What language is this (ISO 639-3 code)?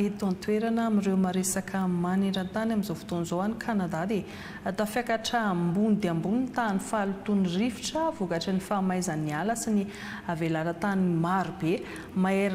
mlg